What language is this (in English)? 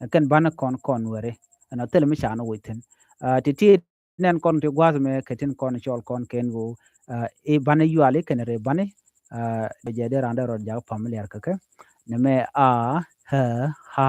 Nuer